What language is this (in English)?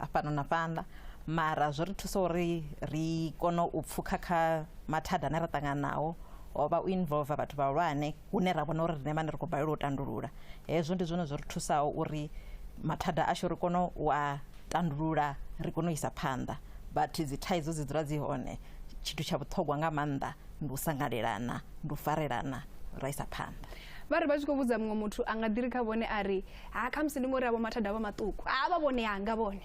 Venda